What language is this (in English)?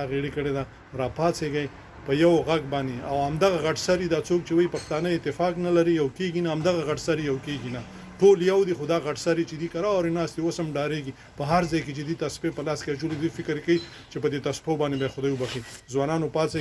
Pashto